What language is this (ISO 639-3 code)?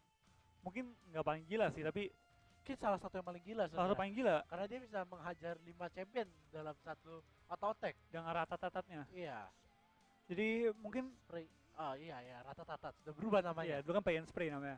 ind